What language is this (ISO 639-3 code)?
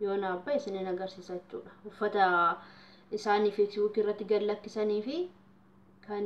orm